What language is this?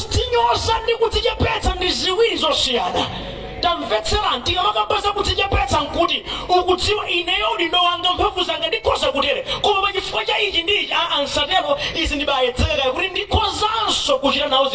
Nyanja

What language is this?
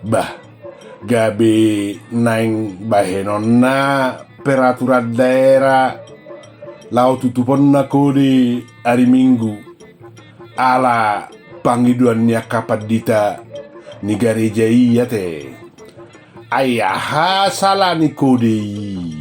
Batak Toba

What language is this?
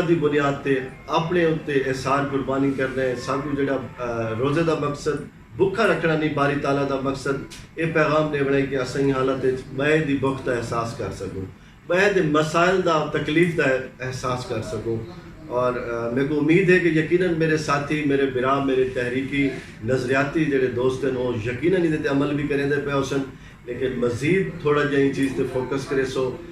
Saraiki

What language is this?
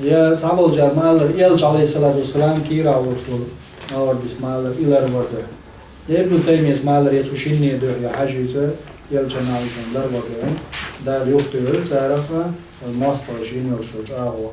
Chechen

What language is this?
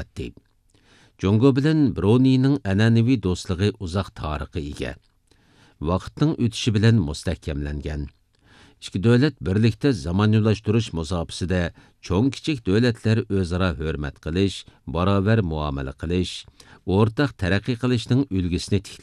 Uyghur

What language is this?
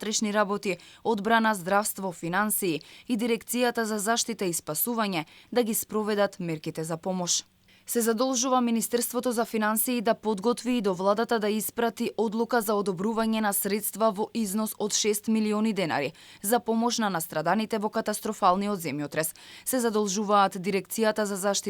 Macedonian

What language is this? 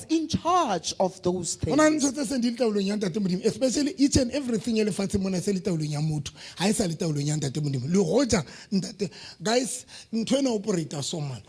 Southern Sotho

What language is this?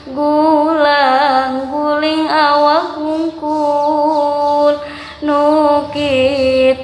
Sundanese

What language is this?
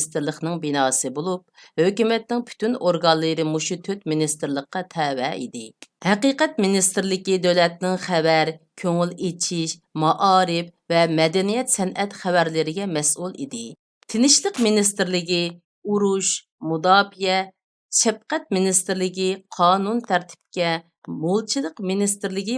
Uyghur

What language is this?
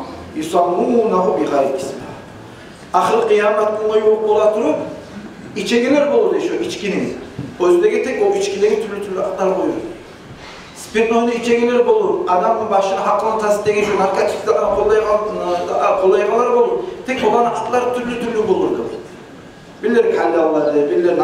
Kumyk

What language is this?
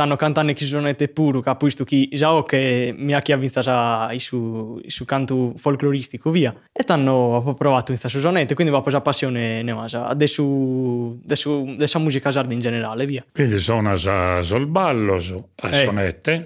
Sardinian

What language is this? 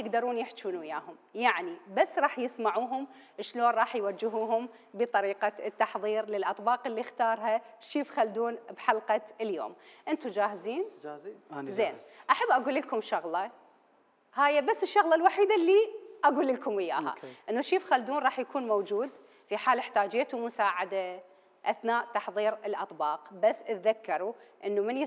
Mesopotamian Arabic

